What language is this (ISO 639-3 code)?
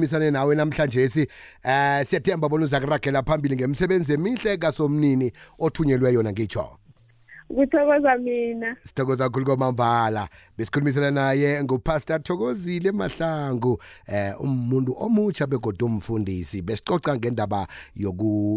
nbl